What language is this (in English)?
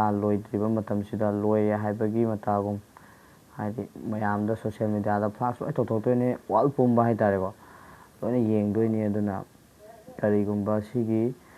Manipuri